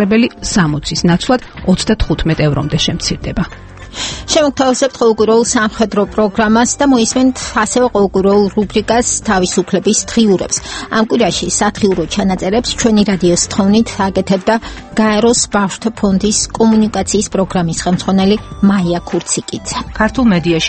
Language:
Georgian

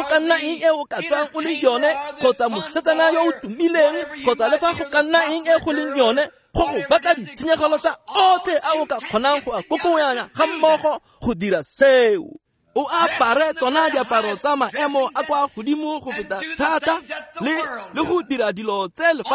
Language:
Tswana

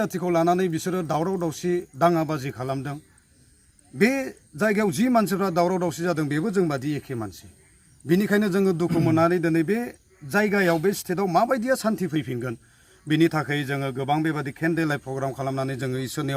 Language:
Bodo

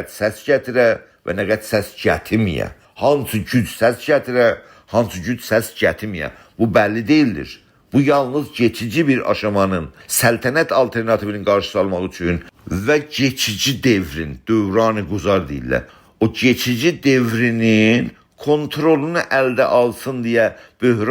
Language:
South Azerbaijani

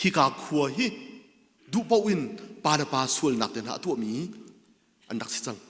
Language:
Hakha Chin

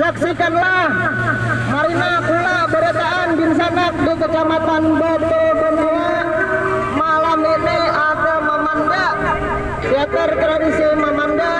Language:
Banjar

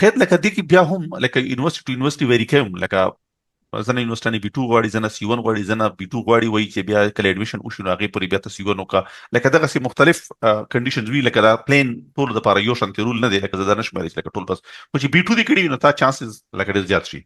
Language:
Pashto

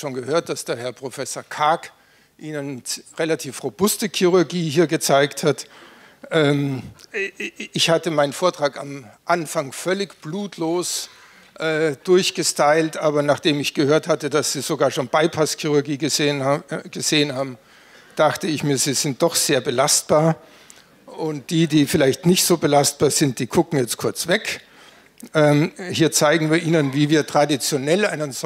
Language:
German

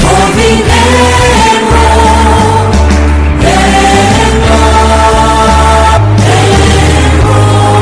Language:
Mizo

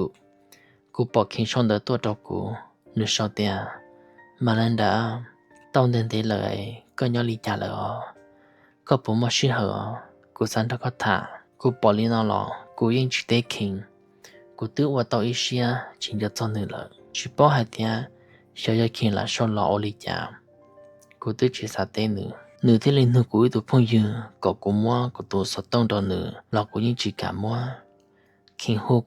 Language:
Hmong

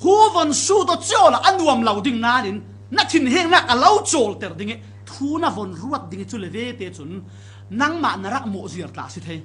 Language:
Falam Chin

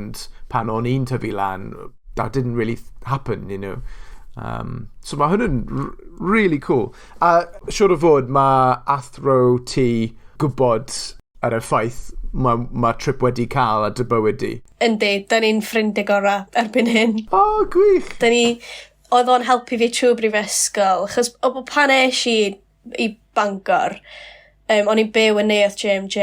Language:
Welsh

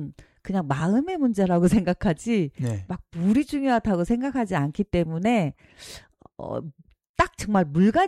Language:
Korean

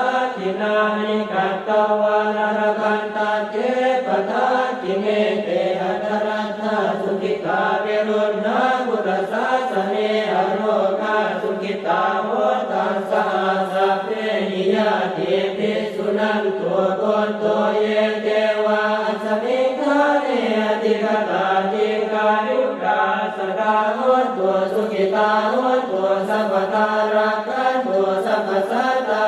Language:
Pali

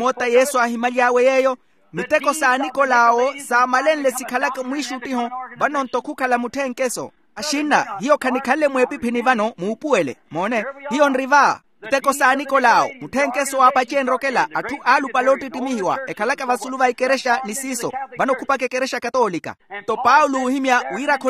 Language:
Makhuwa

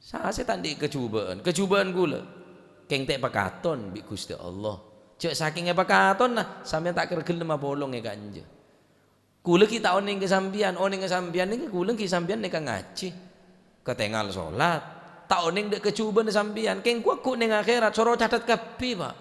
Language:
Madurese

